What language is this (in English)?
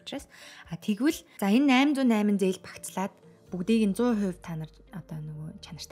Mongolian